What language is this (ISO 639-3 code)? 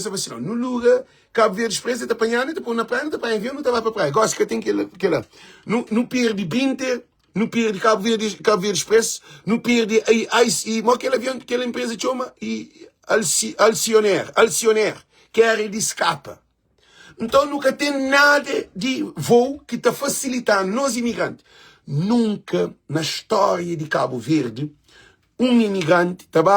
kea